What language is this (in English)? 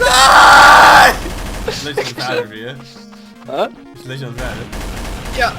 Faroese